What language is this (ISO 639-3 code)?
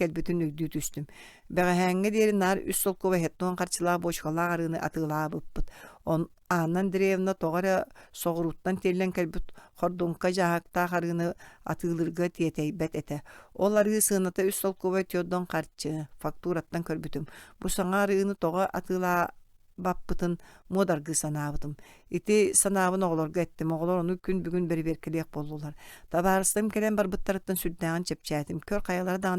sah